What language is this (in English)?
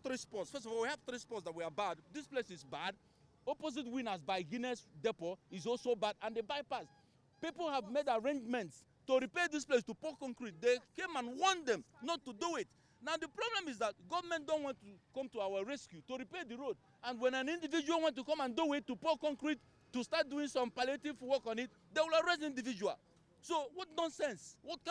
Nigerian Pidgin